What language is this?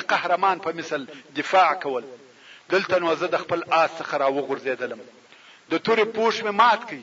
Pashto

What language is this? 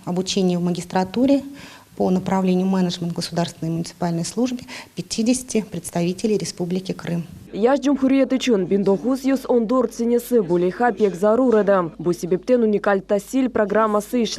Crimean Tatar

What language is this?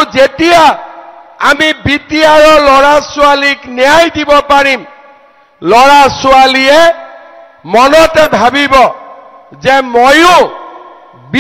Assamese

